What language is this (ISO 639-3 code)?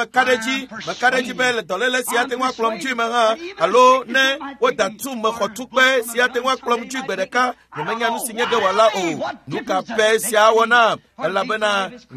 ewe